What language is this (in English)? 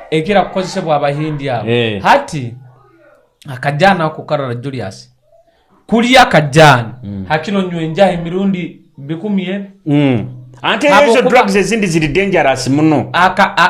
Nyoro